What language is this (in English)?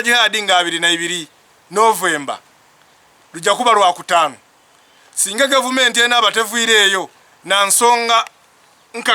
Soga